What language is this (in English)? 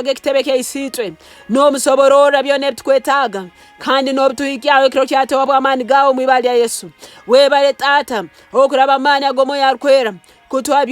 Nyankole